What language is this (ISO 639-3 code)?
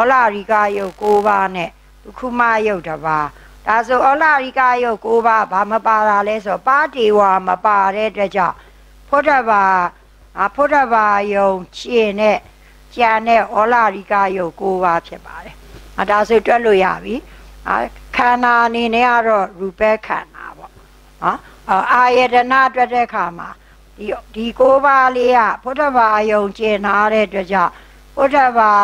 mya